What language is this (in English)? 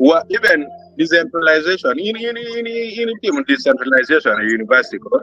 Acoli